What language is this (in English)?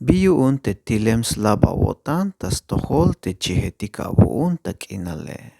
Tzeltal